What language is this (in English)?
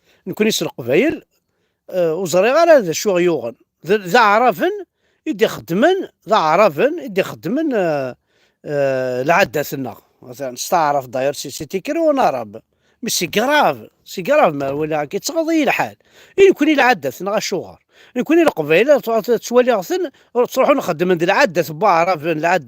Kabyle